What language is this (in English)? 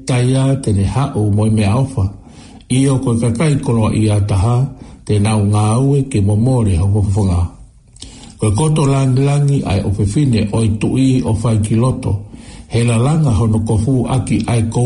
Tongan